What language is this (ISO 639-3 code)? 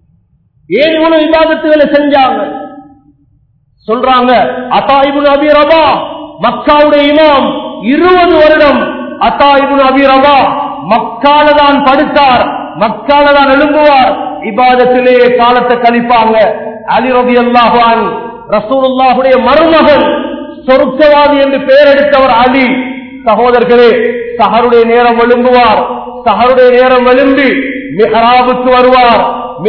tam